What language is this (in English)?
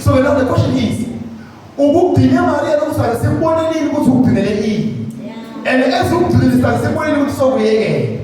Zulu